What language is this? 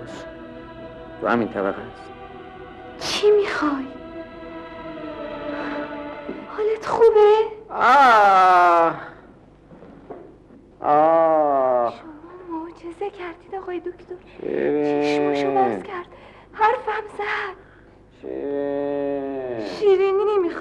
Persian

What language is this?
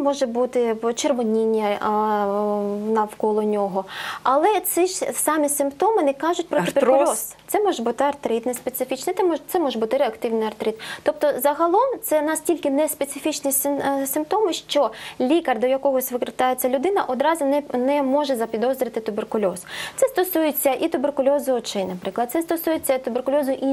Ukrainian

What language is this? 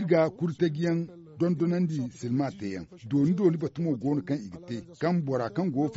Zarma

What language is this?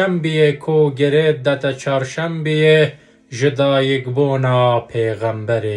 Kurdish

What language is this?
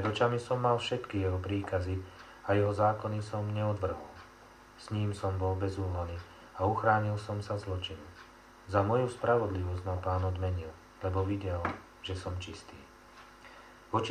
Slovak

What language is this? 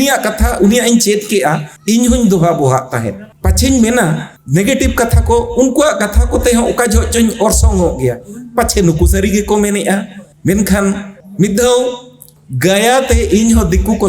Santali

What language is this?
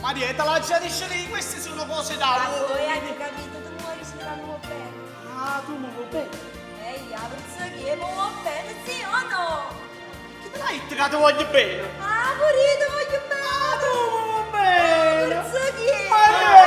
Neapolitan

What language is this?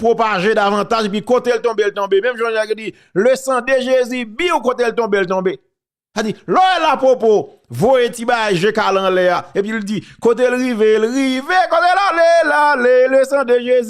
Haitian Creole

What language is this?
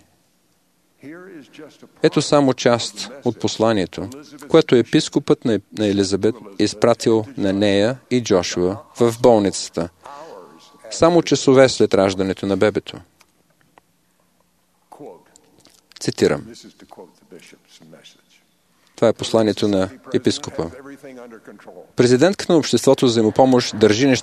Bulgarian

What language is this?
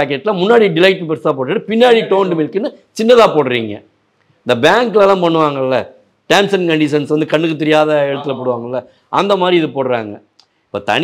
Tamil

